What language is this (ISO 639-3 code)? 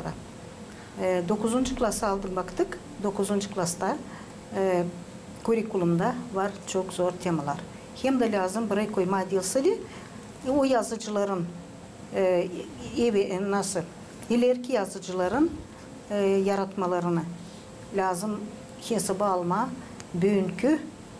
gag